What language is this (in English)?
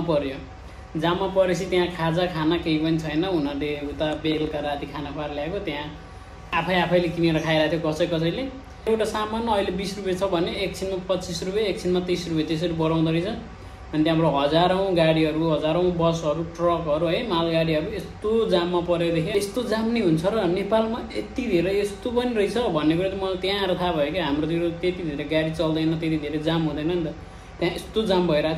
Nepali